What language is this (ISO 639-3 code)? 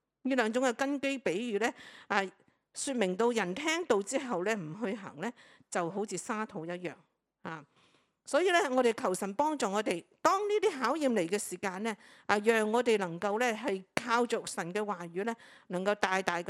yue